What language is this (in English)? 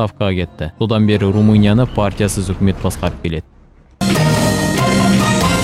Kazakh